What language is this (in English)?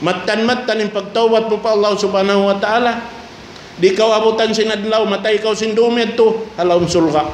Tausug